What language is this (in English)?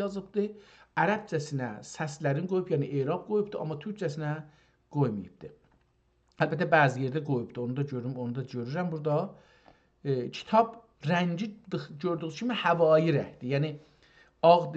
South Azerbaijani